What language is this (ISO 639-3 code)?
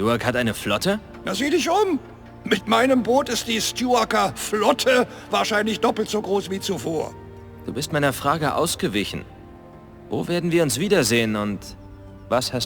bar